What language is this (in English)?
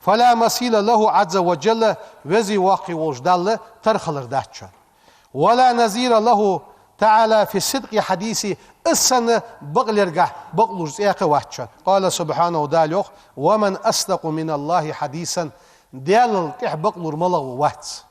Ingush